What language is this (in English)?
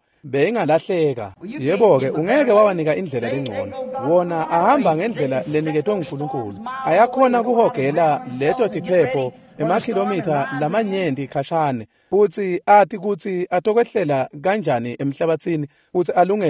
Swati